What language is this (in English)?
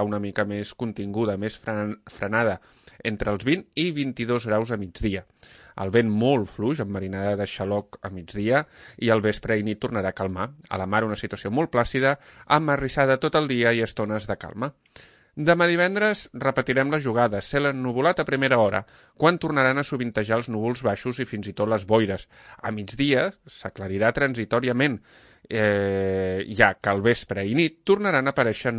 Catalan